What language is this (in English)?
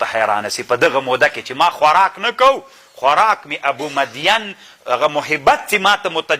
Pashto